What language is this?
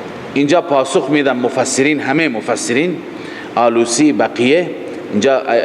Persian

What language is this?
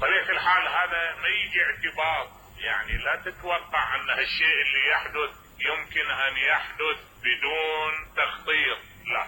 Mesopotamian Arabic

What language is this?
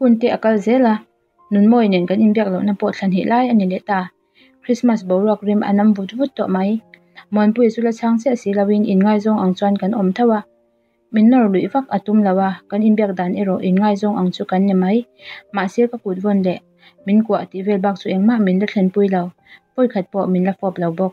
Mizo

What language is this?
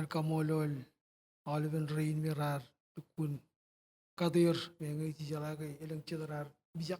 Marshallese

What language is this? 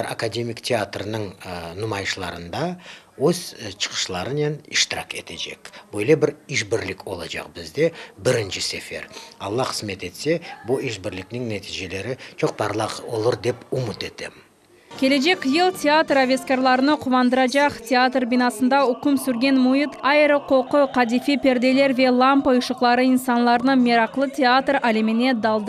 Crimean Tatar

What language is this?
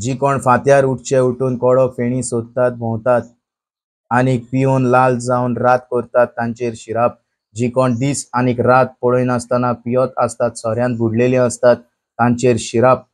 Konkani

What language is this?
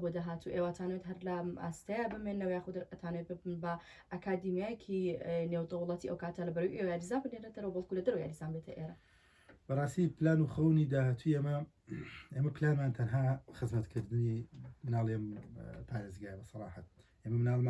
Central Kurdish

